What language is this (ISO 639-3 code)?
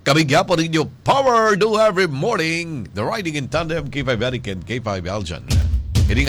hil